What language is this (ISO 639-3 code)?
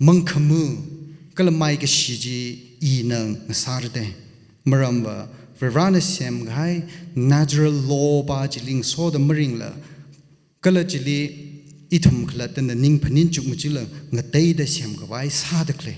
nmf